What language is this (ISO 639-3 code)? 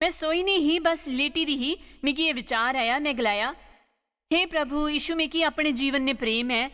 doi